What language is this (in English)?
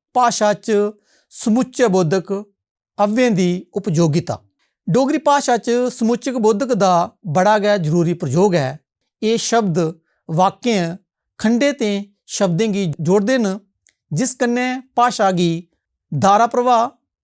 Dogri